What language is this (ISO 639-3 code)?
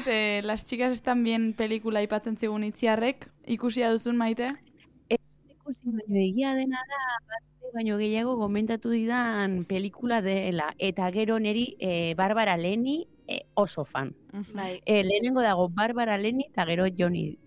eus